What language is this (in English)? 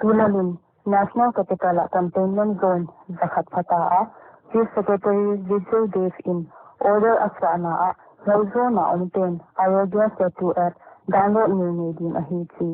Paite Chin